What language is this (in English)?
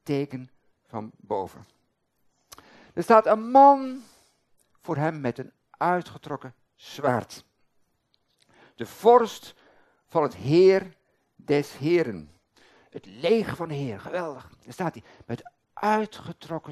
Dutch